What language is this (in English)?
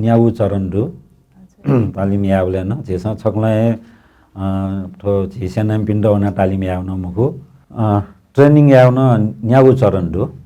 Newari